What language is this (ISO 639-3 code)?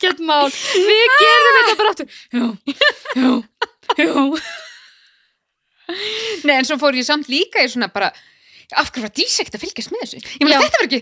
isl